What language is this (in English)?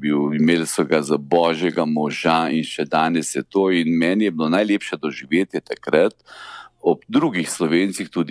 Slovenian